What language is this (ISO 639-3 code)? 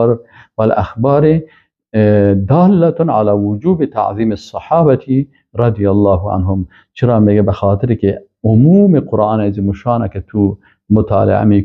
fas